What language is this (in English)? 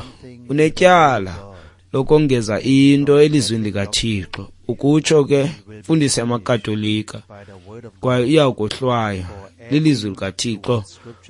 Xhosa